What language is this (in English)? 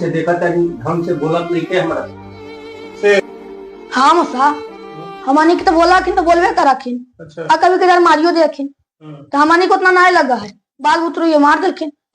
Magahi